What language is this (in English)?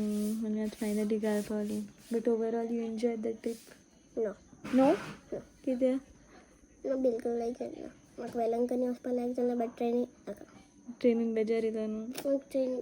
Konkani